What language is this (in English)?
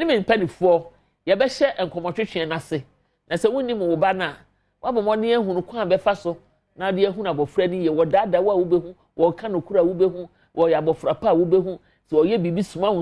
Akan